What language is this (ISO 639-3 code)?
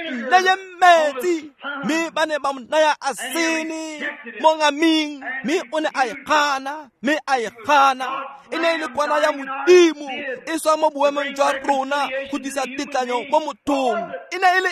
tsn